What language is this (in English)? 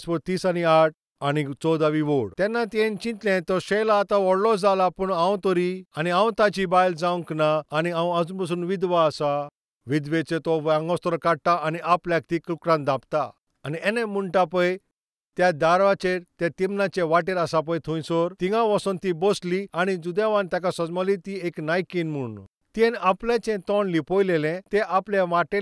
Konkani